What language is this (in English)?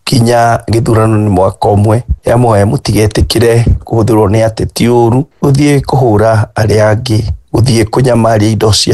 Kikuyu